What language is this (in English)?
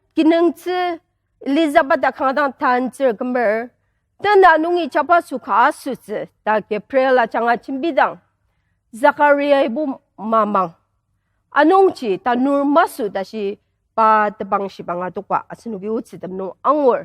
Ao Naga